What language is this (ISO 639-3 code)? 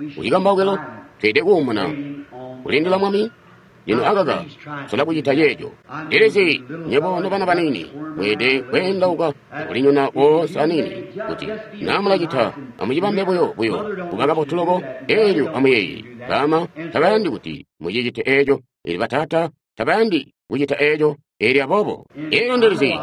toi